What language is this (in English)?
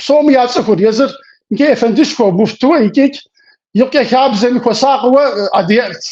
Kabardian